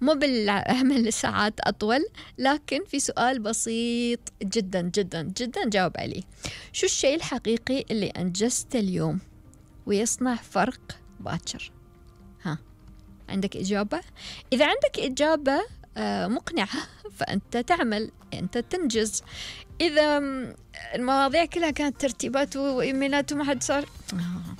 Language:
Gulf Arabic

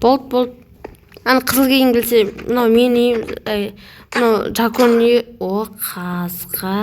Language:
Kazakh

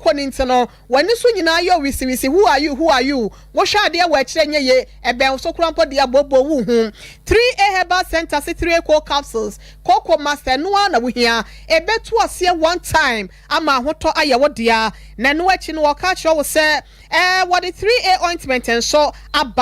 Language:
Akan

